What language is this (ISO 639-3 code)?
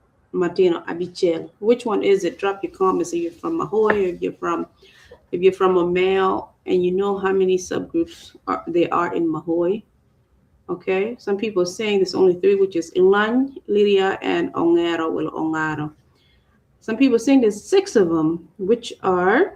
ach